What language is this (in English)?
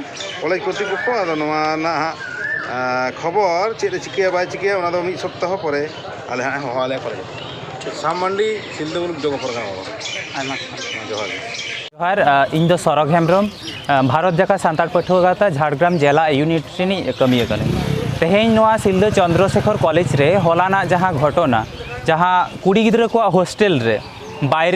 Santali